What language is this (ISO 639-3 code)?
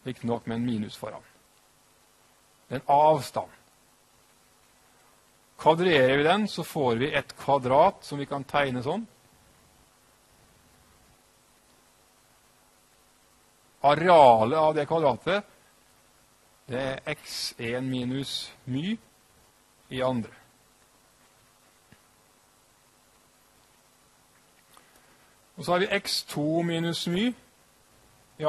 nor